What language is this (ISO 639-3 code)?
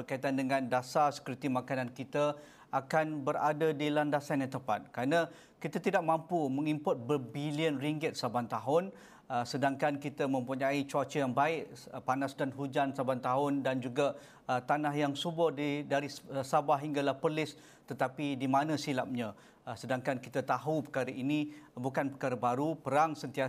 msa